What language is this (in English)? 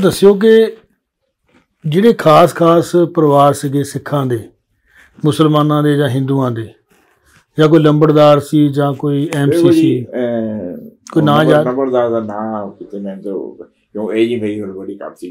Punjabi